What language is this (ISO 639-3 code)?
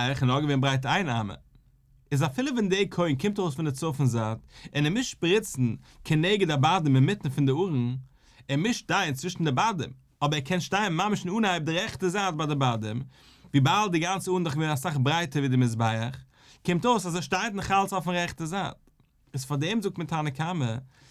yid